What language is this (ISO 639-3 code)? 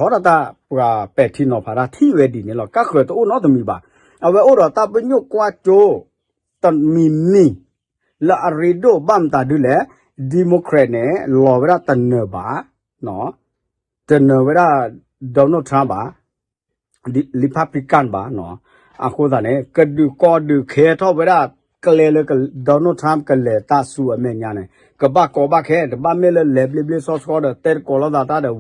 ksw